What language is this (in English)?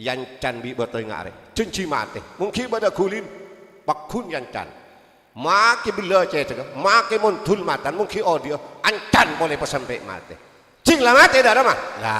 Madurese